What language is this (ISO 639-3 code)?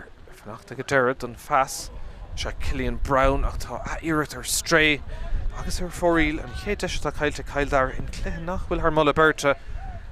gle